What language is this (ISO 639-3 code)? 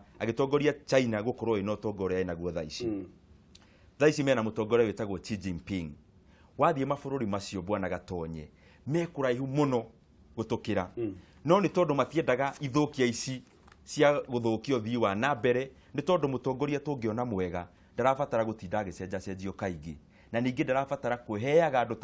kik